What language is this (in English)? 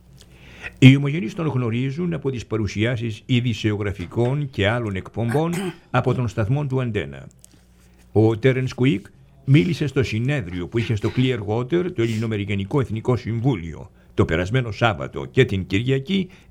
Greek